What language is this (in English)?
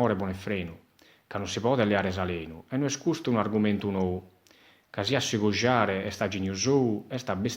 Sardinian